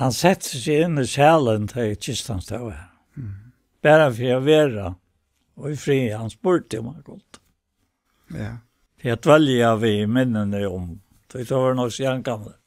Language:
Faroese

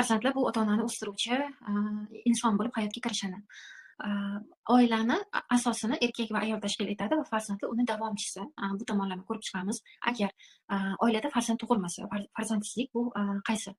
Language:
Uzbek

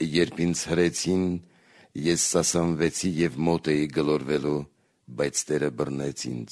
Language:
Armenian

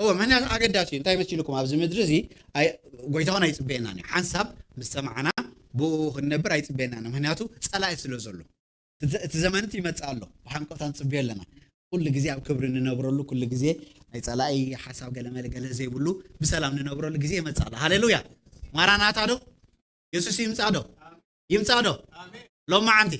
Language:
Tigrinya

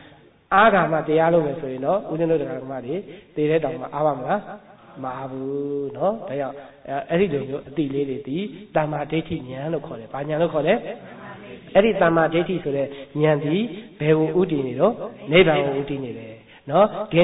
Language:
Burmese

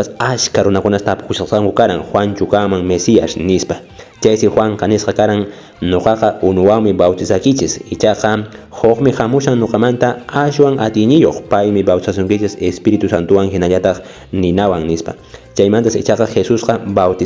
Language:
Quechua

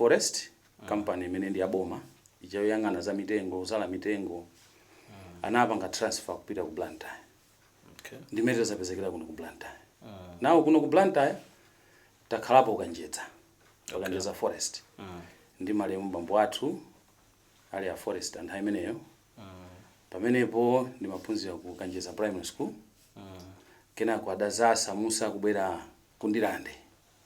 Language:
Nyanja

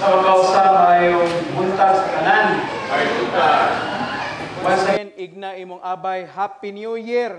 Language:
Cebuano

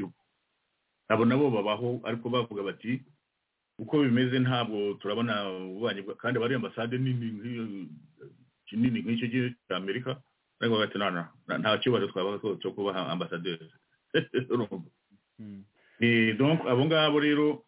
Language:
Kinyarwanda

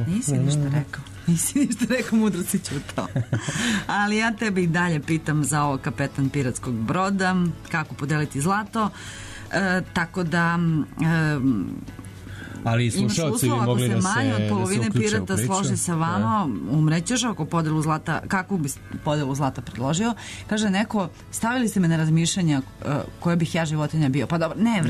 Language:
Serbian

